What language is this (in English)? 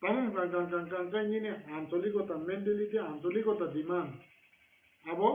Kok Borok